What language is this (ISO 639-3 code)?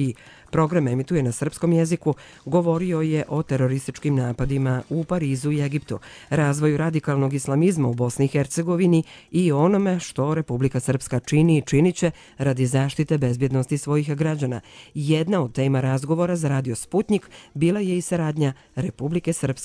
bos